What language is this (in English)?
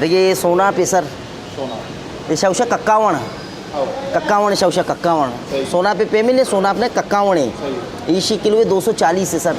Eastern Balochi